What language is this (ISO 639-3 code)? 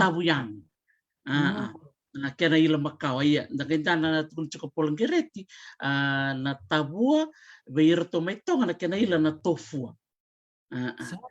fij